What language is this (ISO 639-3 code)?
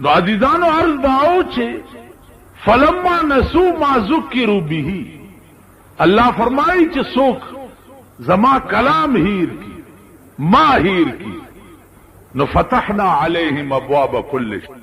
pus